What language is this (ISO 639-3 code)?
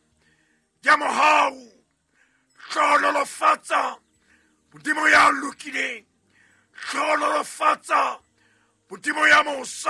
sot